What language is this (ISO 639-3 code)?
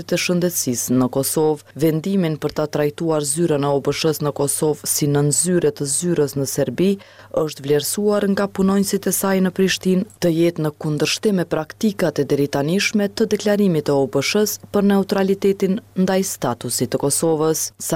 sqi